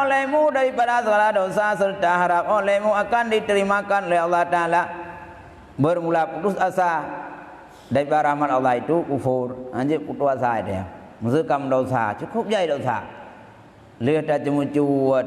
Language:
Achinese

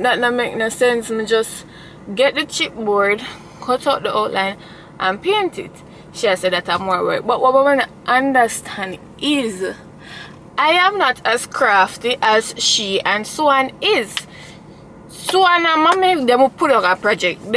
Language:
Jamaican Creole English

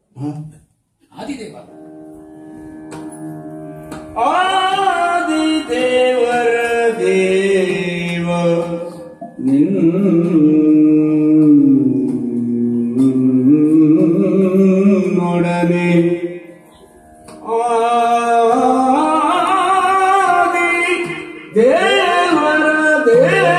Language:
Kannada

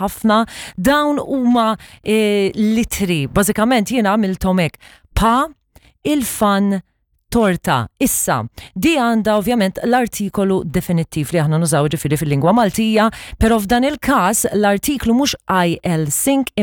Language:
Maltese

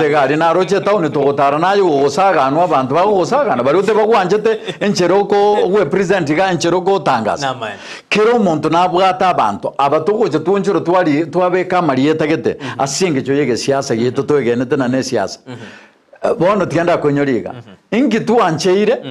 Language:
Gusii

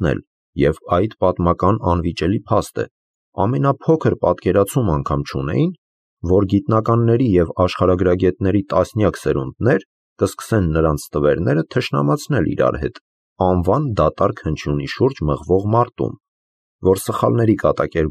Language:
Armenian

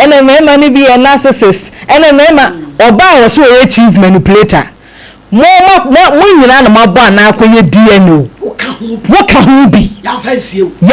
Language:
Akan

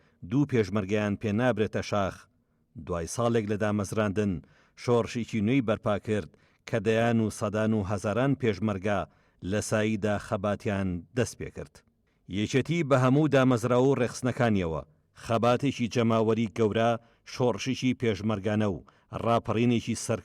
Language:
Central Kurdish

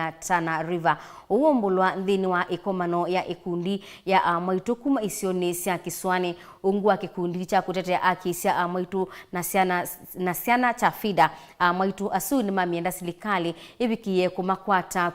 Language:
Kamba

